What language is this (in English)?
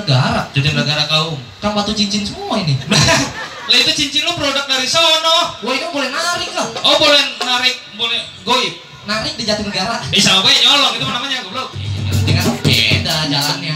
Betawi